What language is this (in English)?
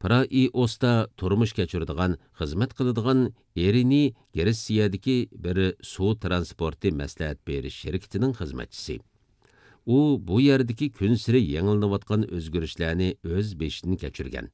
Uyghur